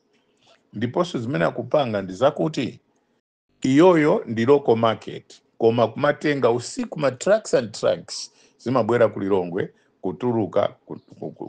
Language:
Nyanja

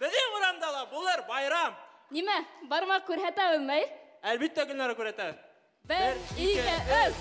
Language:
Bashkir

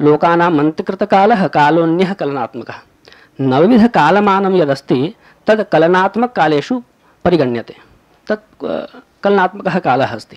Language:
Sanskrit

